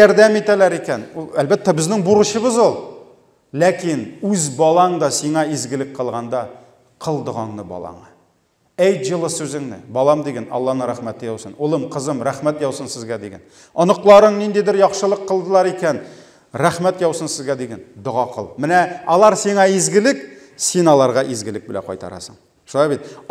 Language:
Tatar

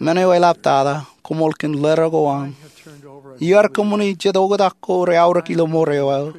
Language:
Marshallese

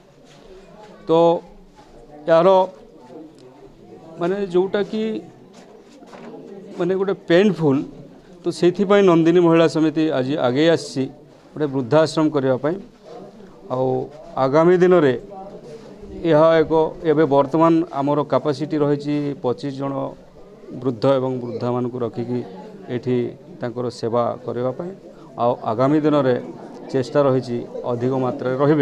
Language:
Odia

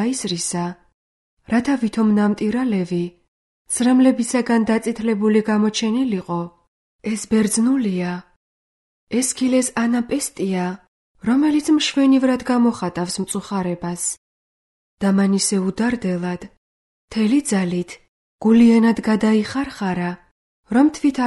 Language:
Georgian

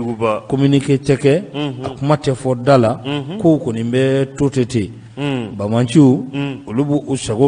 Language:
Bambara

